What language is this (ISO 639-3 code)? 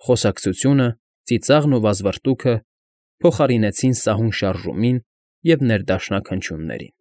hye